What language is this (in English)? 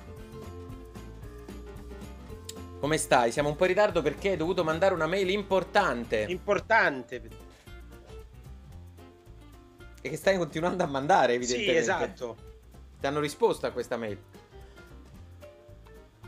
Italian